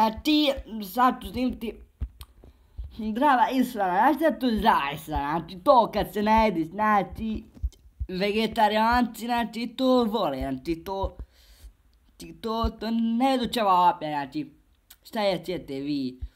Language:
Bosnian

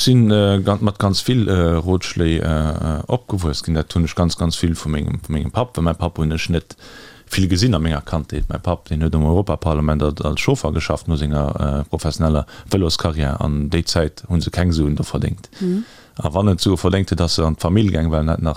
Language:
Luxembourgish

